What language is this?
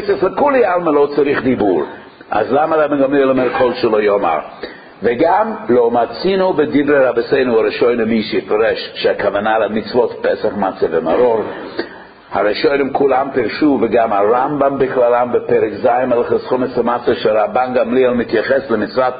Hebrew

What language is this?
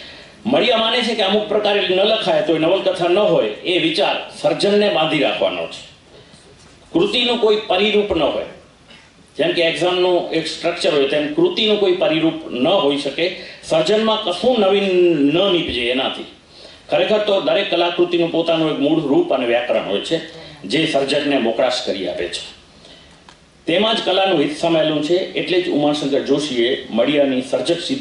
Gujarati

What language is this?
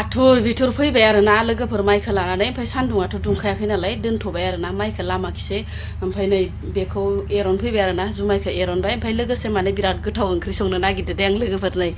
Bodo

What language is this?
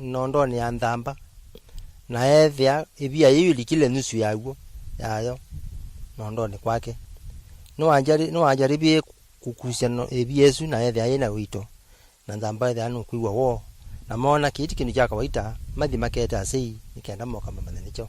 Kamba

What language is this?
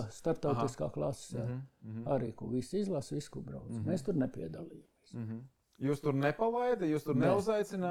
Latvian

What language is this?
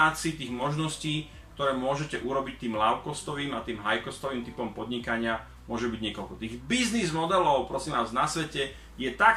Slovak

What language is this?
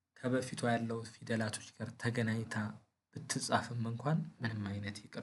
Amharic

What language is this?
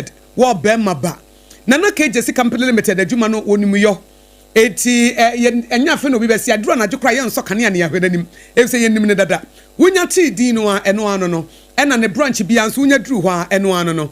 Akan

